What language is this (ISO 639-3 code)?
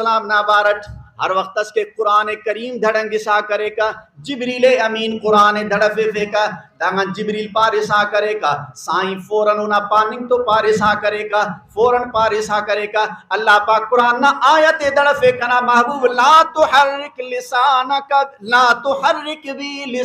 brh